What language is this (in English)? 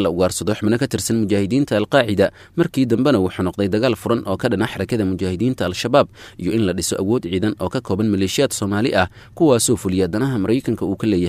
Somali